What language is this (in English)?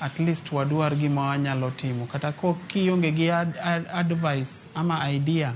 Luo (Kenya and Tanzania)